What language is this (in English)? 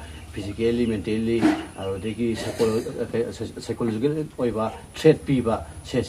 Manipuri